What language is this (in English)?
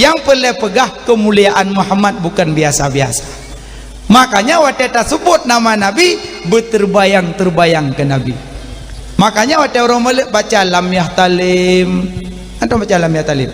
Achinese